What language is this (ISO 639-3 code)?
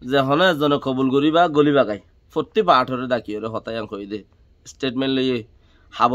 rhg